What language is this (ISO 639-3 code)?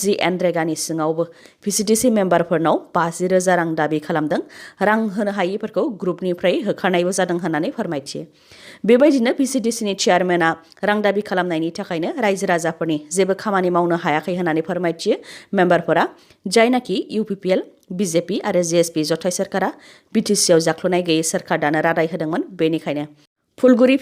brx